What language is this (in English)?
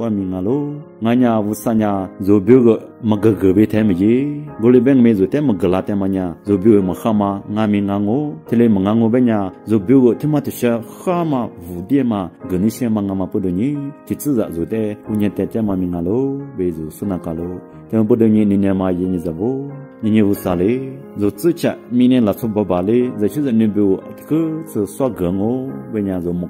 Lisu